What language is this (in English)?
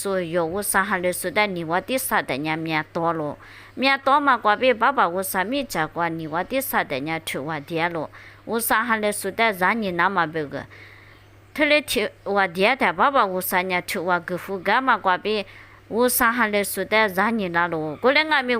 Lisu